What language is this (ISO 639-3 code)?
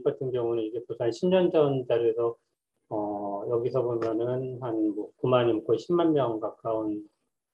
kor